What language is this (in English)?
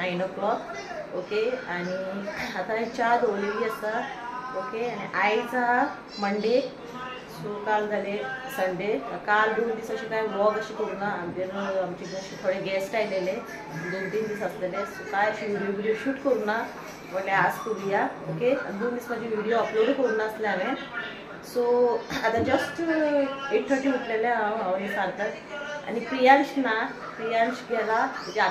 Konkani